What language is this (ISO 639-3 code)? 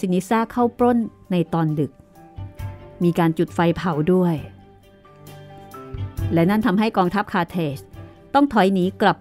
tha